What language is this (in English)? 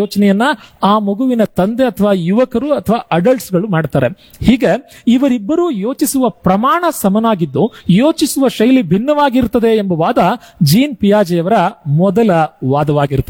Kannada